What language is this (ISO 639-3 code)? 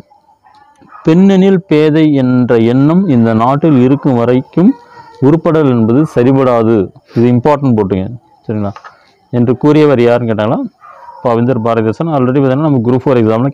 tam